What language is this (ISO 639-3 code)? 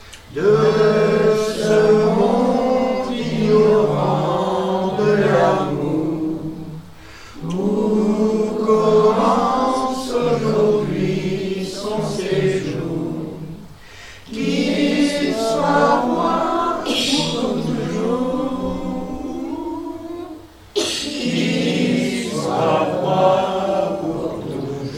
fra